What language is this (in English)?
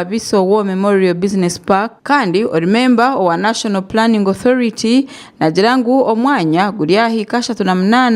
Nyankole